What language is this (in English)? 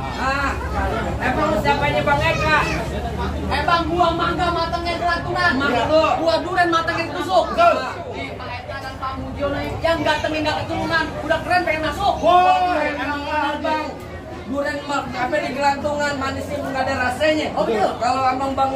Betawi